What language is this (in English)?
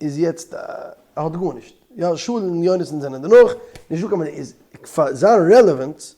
Yiddish